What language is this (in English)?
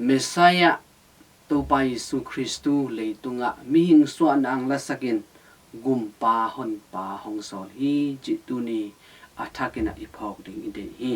Tedim Chin